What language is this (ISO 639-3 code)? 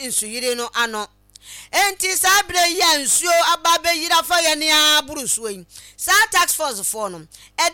aka